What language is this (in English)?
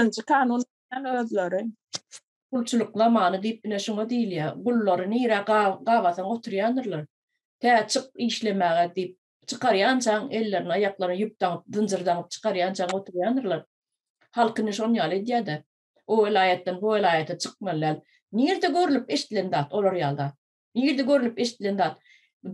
Turkmen